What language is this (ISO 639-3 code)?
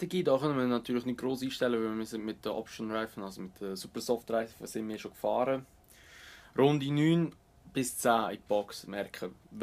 gsw